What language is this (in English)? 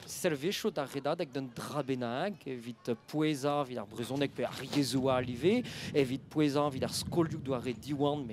Breton